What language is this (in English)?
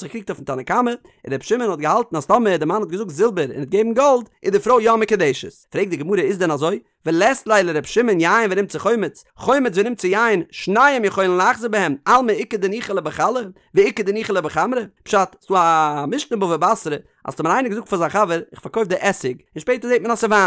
Yiddish